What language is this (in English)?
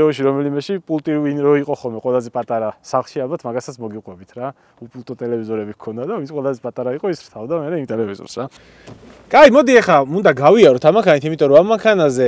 Georgian